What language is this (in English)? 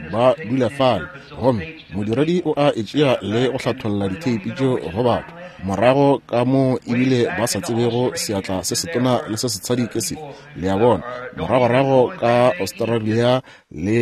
Northern Sotho